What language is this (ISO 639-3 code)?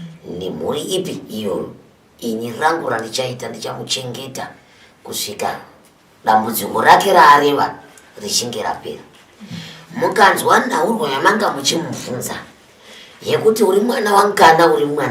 sna